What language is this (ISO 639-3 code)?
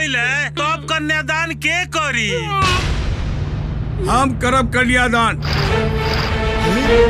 bho